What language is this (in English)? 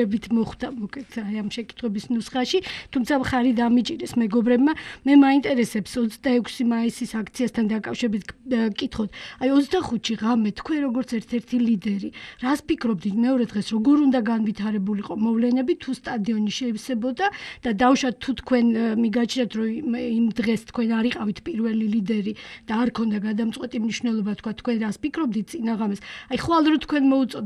Georgian